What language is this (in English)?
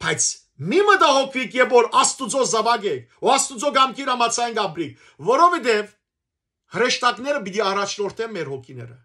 Western Armenian